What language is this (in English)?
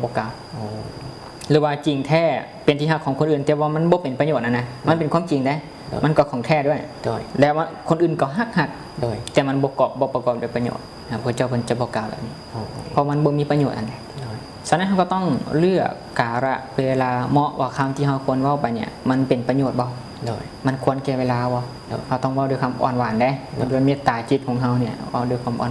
Lao